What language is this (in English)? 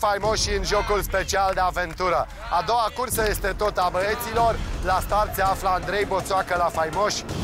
Romanian